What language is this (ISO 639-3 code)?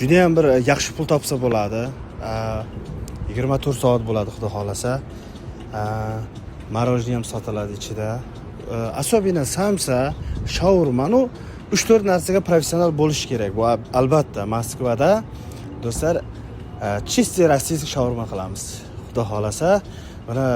uzb